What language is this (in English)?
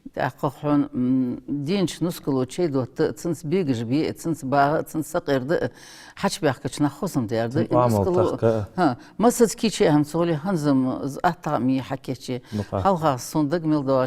Ingush